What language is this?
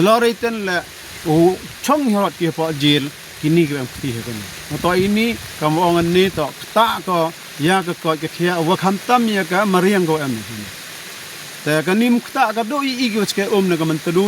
Khasi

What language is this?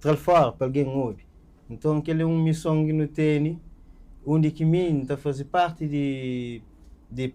Kabuverdianu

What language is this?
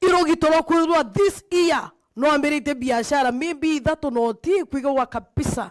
Meru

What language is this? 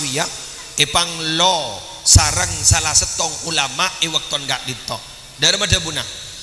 Madurese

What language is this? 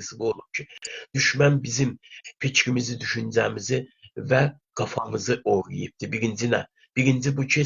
South Azerbaijani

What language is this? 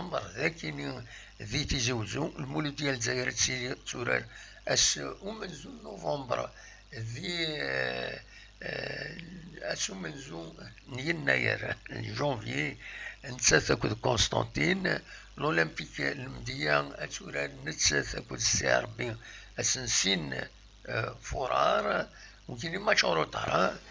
Kabyle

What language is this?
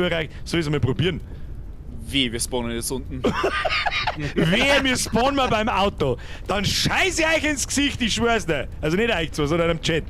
Bavarian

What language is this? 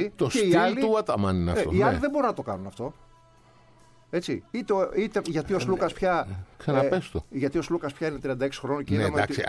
Greek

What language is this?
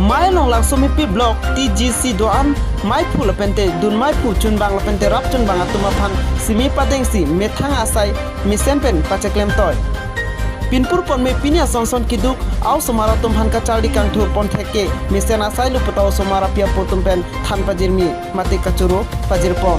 Karbi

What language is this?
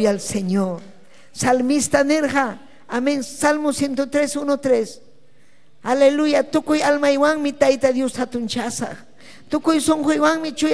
Ayacucho Quechua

